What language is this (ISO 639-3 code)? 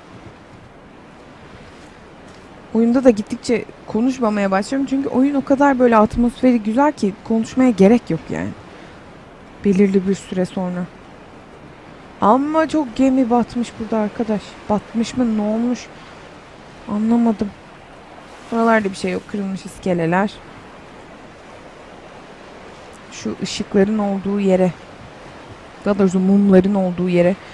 tur